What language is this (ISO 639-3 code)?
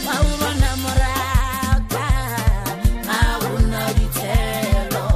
nso